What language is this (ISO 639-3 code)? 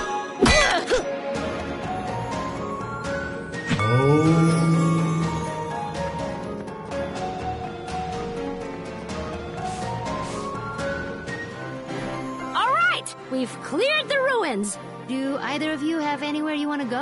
eng